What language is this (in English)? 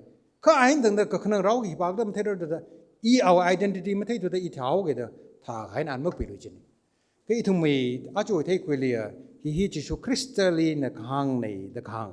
Tangkhul Naga (India)